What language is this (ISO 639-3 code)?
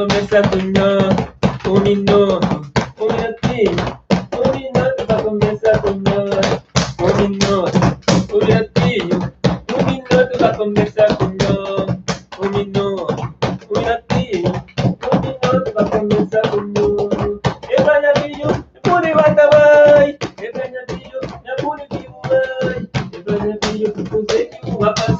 kea